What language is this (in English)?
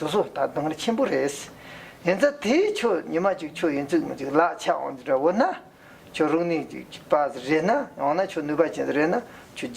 Tibetan